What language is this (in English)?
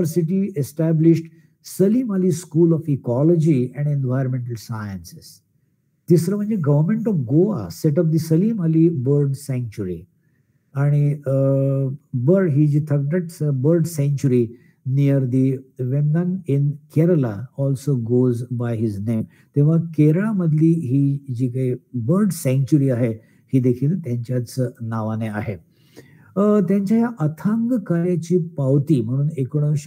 Marathi